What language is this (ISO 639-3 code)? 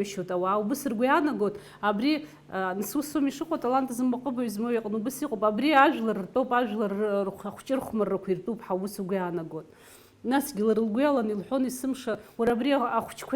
abk